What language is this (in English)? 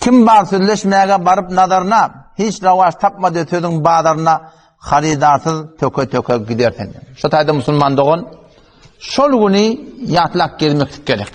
Turkmen